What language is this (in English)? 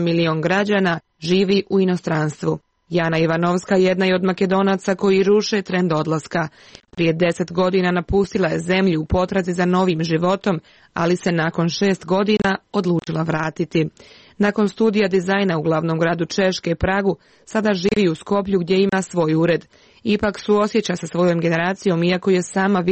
Croatian